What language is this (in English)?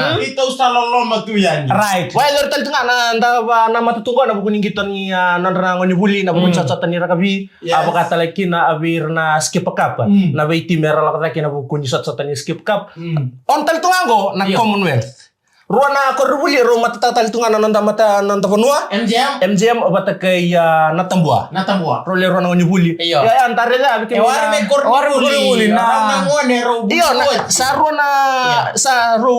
Fijian